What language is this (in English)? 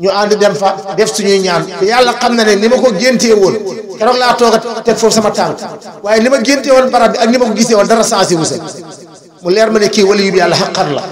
Wolof